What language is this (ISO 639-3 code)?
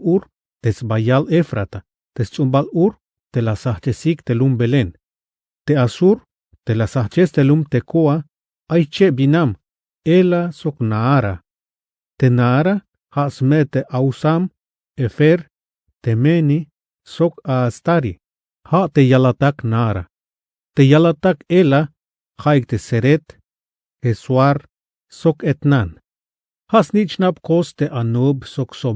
tzh